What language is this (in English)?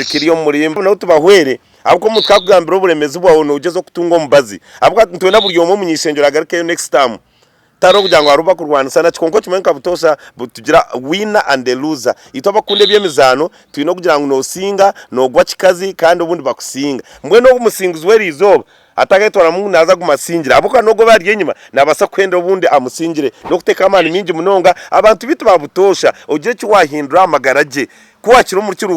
Nyankole